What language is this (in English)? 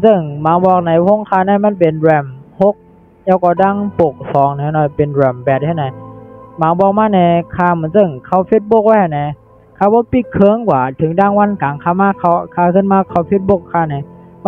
Shan